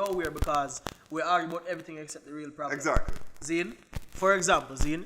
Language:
Jamaican Creole English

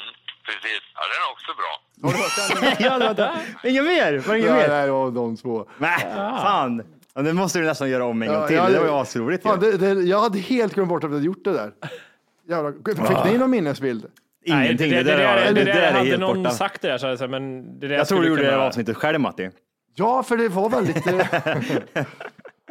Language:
Swedish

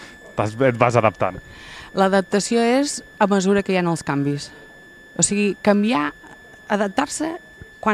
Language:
Catalan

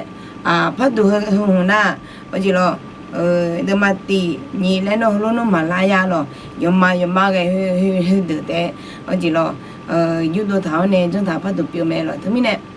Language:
Akha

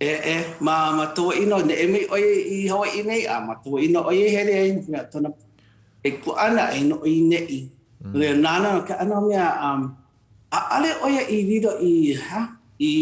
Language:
Hawaiian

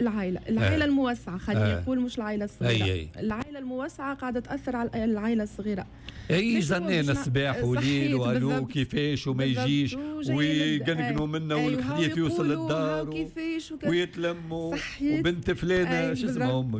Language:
Tunisian Arabic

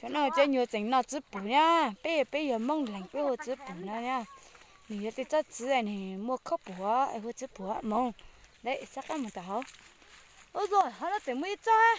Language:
Hmong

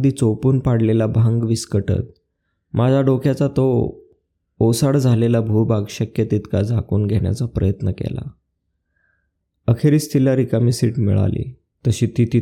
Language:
Marathi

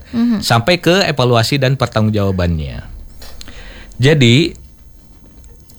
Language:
Indonesian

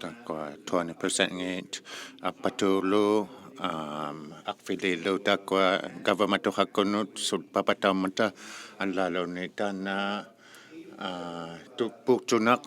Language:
Inuktitut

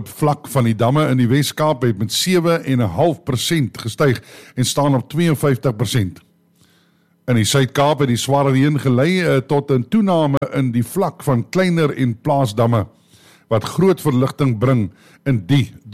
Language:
Afrikaans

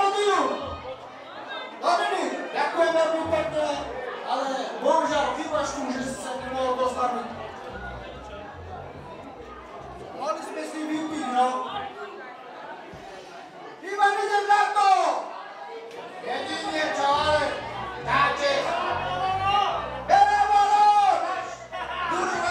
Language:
Slovak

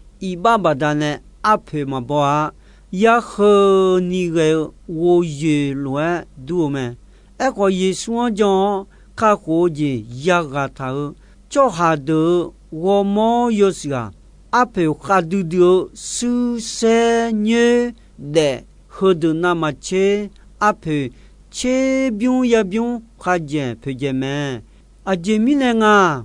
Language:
Akha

